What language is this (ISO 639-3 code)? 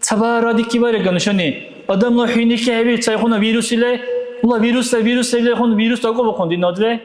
dar